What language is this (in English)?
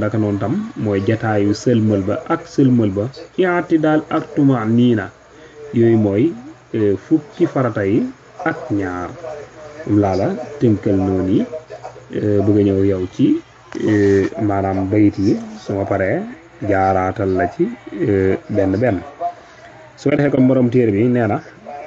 Wolof